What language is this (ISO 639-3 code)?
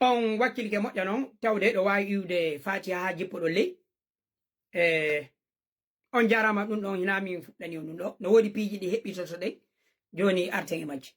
ful